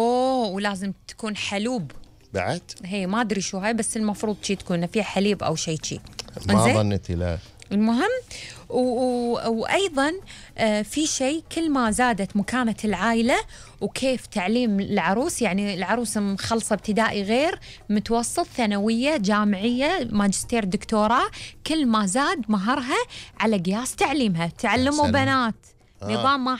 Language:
Gulf Arabic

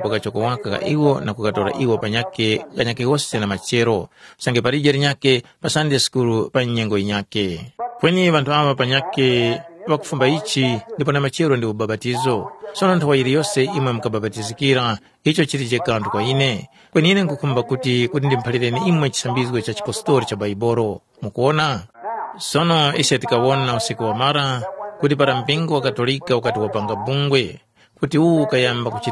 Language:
Tumbuka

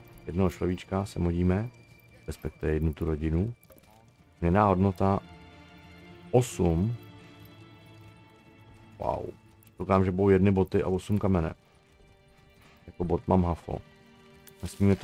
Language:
Czech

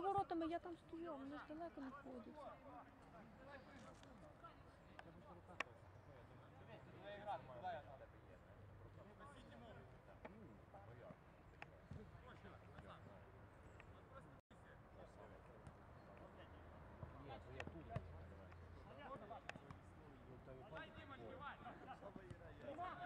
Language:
Ukrainian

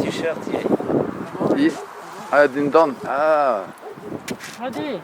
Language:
Breton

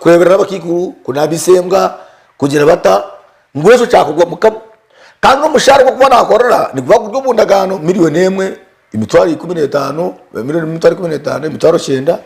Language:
Nyankole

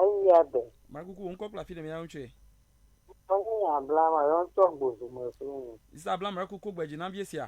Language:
Ewe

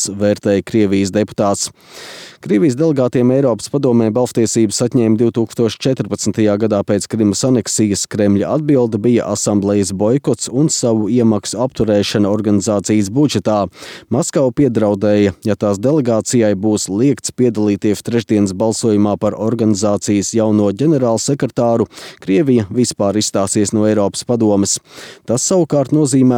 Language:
Latvian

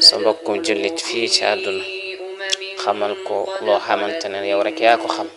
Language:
Wolof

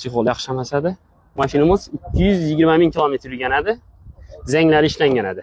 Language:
Uzbek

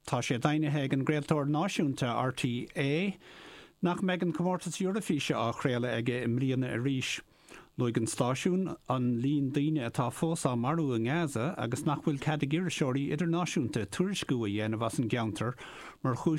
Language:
Irish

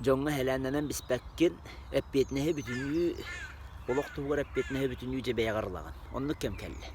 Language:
Yakut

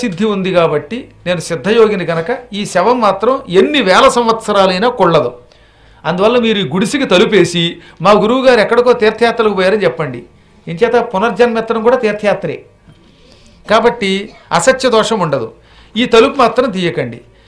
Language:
Telugu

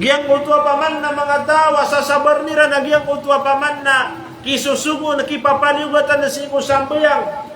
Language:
Maranao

